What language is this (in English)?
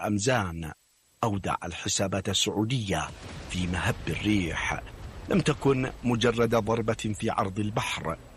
Arabic